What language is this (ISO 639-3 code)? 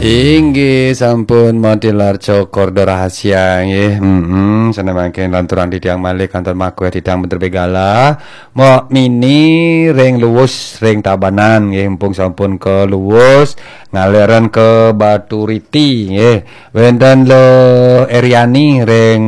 ban